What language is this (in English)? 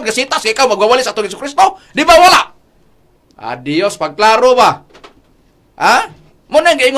Cebuano